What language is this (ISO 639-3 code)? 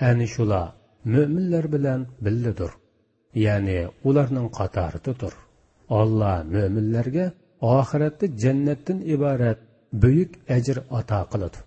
uig